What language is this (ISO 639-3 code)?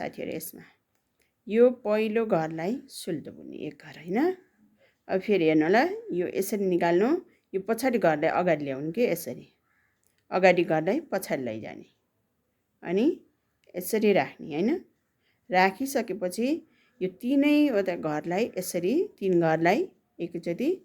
nep